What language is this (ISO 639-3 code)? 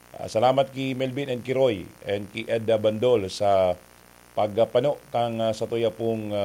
bik